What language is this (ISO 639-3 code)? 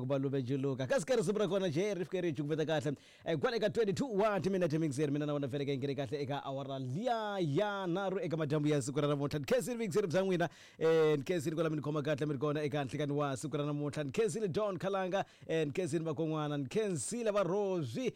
tso